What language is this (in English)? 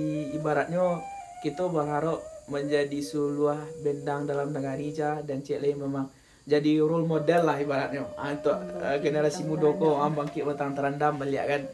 Minangkabau